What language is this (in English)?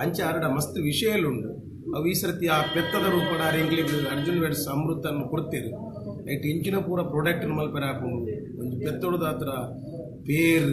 Tulu